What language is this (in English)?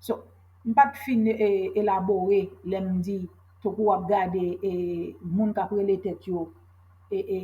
Haitian Creole